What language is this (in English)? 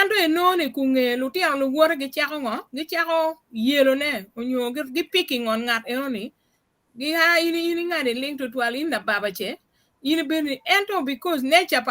Acoli